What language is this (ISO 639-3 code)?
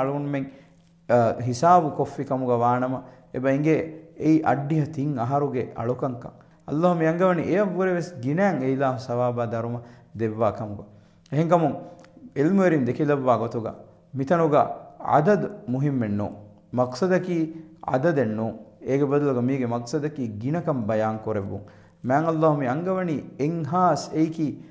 div